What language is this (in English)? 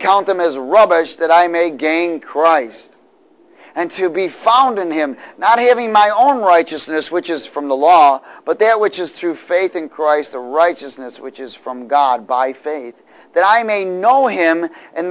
English